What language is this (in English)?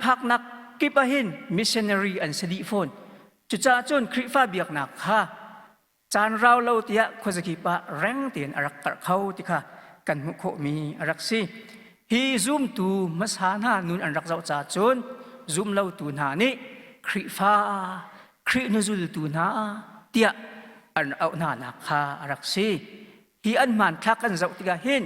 Hakha Chin